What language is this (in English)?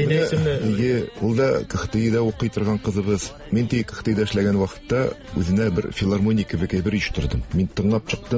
Tatar